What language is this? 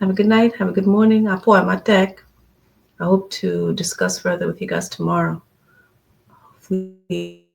Acoli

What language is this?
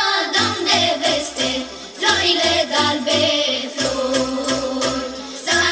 Romanian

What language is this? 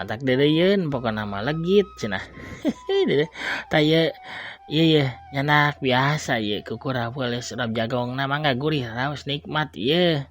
Sundanese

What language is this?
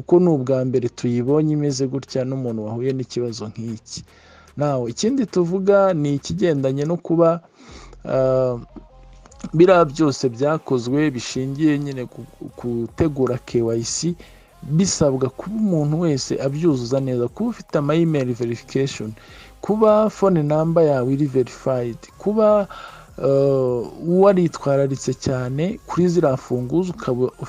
Kinyarwanda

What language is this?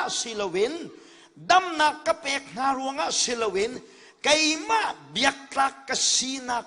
Hakha Chin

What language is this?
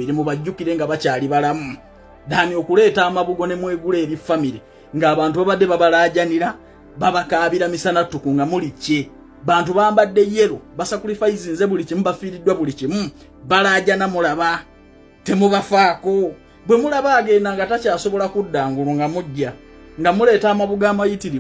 Ganda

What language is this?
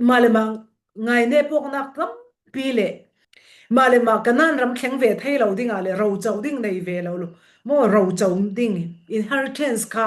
Falam Chin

